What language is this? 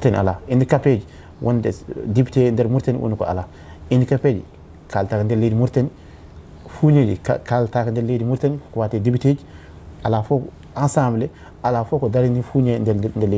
Fula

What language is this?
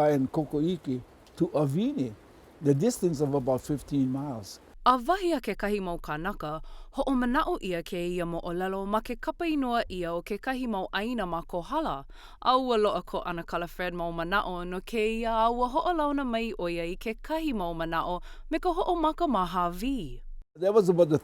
Hawaiian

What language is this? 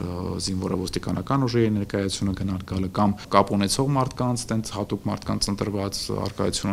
Armenian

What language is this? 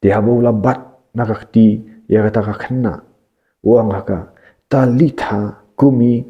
Khasi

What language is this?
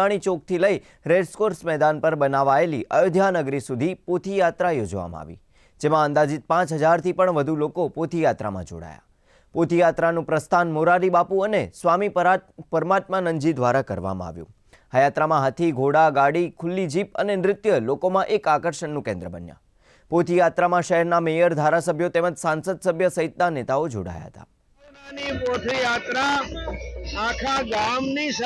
Gujarati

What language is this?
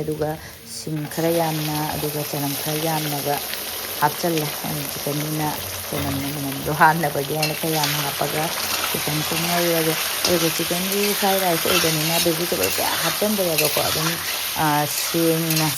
Manipuri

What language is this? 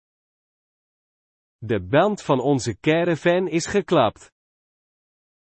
Dutch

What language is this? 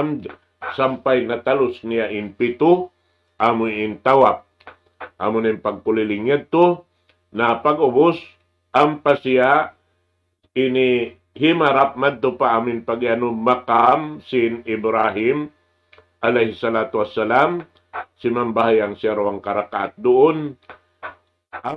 Tausug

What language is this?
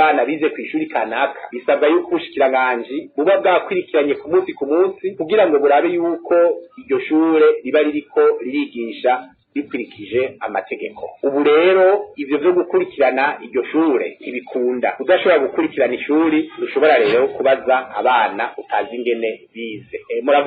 Rundi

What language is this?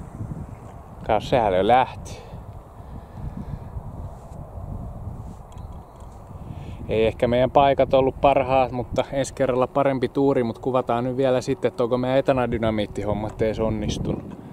Finnish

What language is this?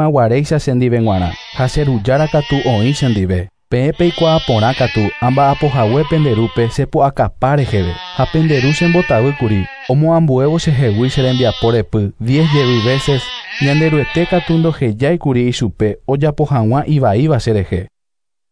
Guarani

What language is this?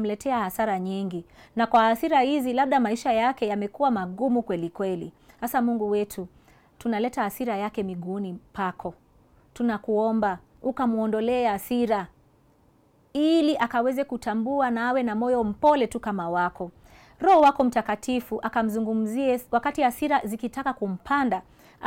Swahili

